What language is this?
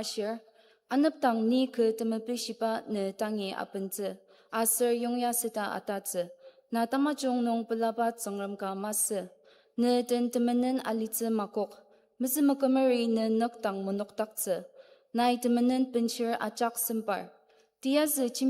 Ao Naga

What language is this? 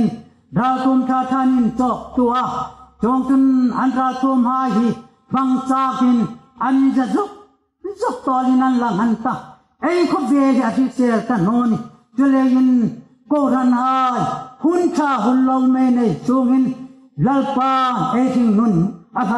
Hmar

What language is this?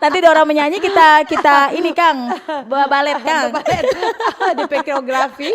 Manado Malay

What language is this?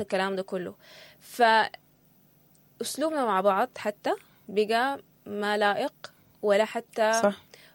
Sudanese Arabic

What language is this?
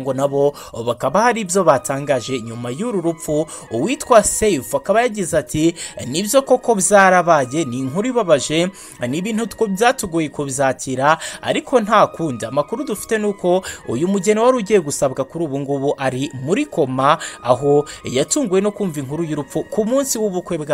Kinyarwanda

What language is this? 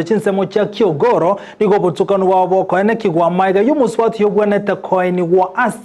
Gusii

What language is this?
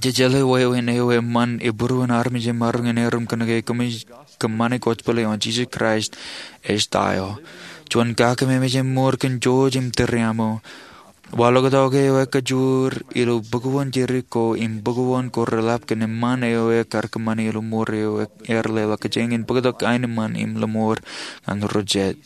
Marshallese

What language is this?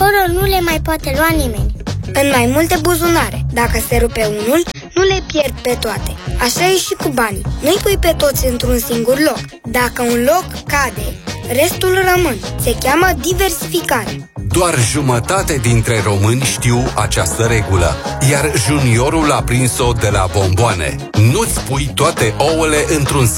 Romanian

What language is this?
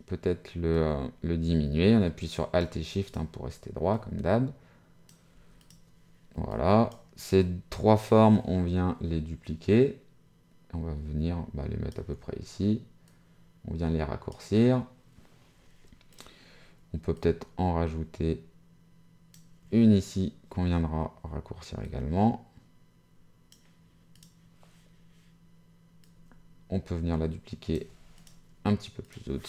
French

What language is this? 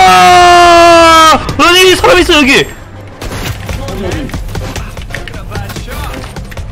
Korean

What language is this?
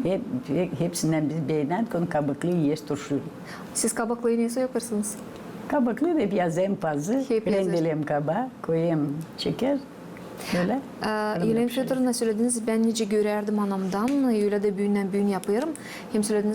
Gagauz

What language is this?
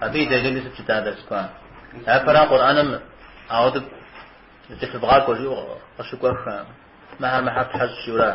Kabardian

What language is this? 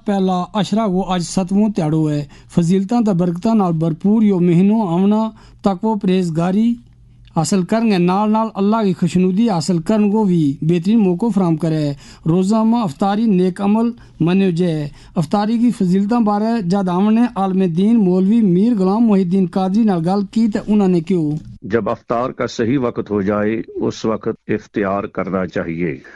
Gujari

